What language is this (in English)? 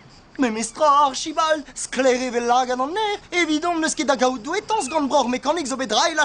Breton